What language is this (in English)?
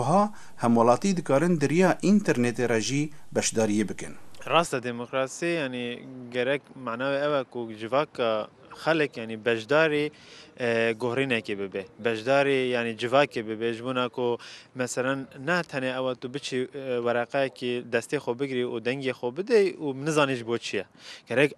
Kurdish